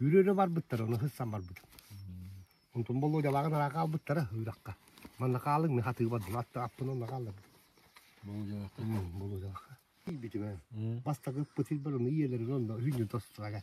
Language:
Yakut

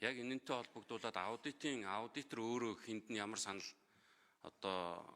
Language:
Mongolian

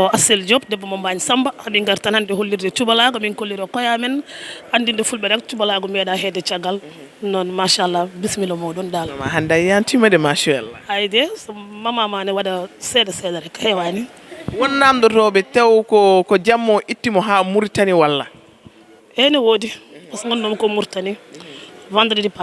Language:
Fula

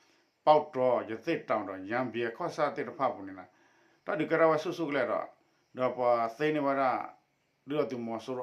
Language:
S'gaw Karen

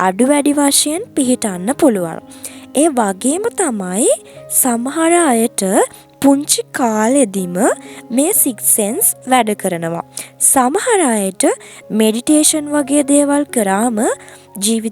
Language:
Sinhala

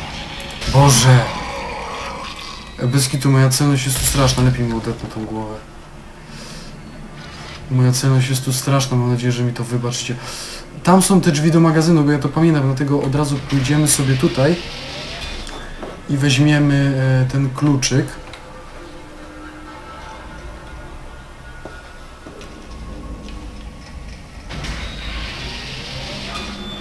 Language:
Polish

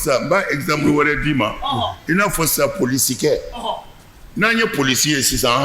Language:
Bambara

